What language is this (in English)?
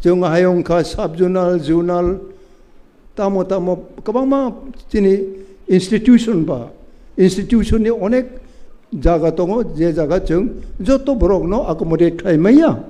Kok Borok